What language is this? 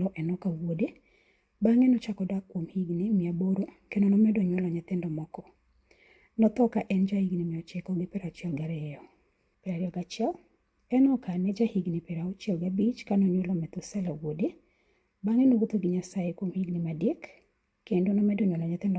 Luo (Kenya and Tanzania)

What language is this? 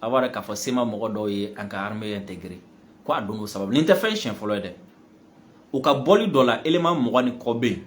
Bambara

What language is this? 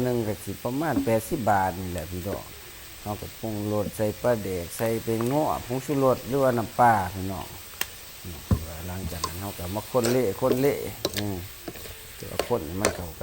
Lao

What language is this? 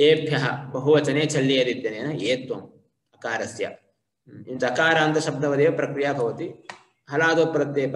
Sanskrit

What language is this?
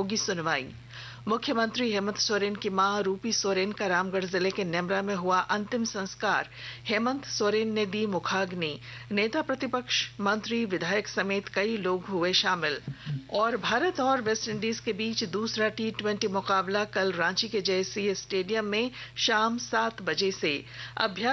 Hindi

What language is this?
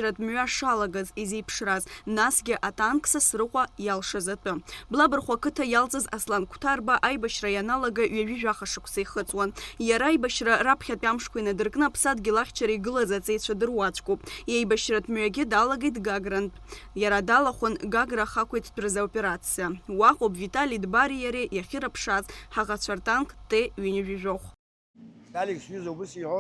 Abkhazian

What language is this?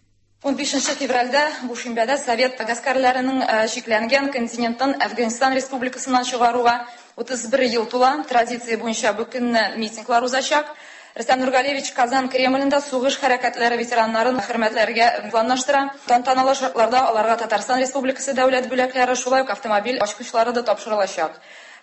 Tatar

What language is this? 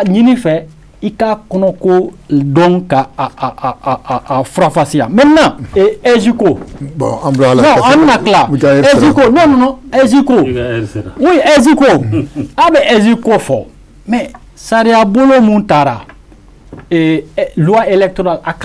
Bambara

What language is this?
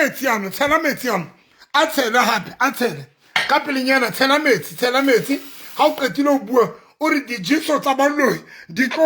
Southern Sotho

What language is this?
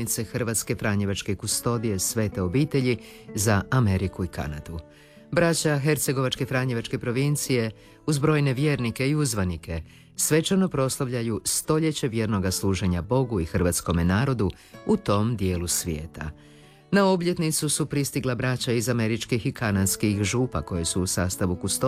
Croatian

